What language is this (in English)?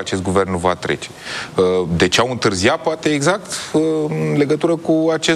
Romanian